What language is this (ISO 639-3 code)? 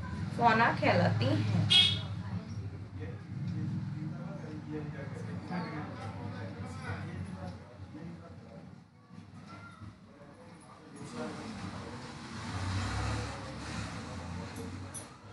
hin